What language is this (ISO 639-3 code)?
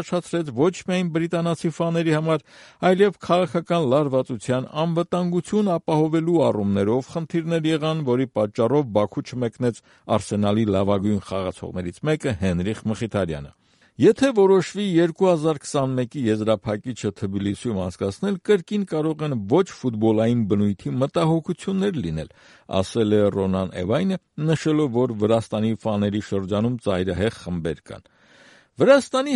hye